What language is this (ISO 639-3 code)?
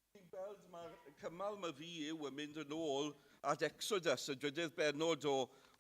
cym